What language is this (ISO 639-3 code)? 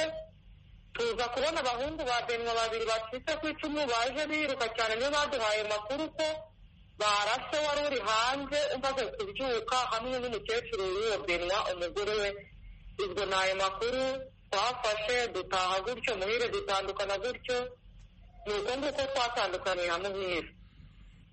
kin